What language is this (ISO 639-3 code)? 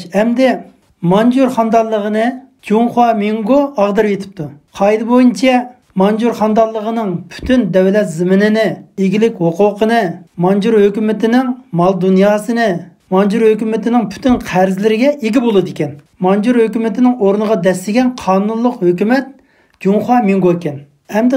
uig